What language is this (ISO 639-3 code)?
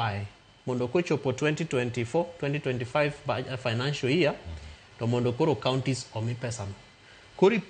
luo